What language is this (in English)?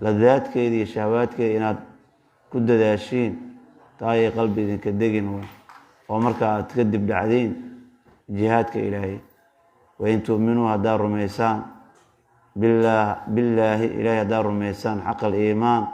Somali